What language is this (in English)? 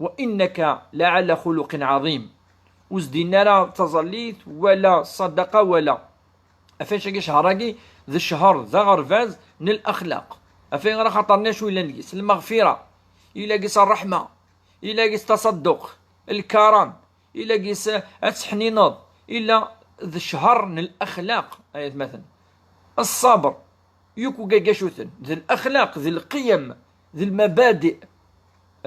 Kabyle